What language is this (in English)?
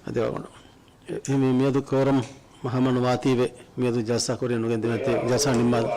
Divehi